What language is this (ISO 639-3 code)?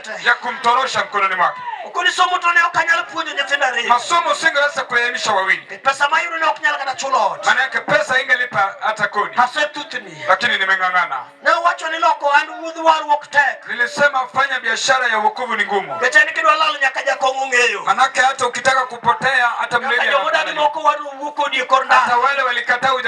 luo